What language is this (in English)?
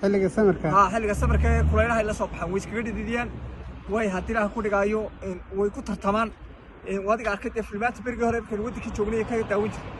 Somali